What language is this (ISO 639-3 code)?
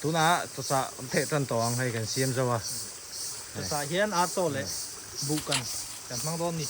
lus